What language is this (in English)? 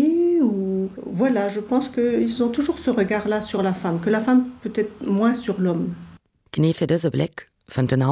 Luxembourgish